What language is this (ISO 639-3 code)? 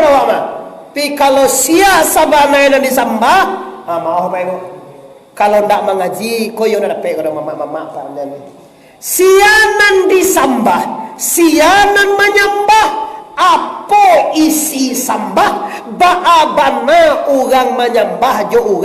min